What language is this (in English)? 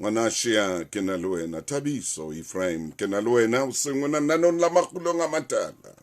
Southern Sotho